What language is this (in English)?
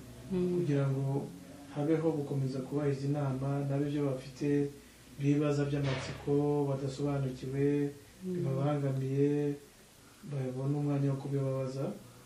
Kinyarwanda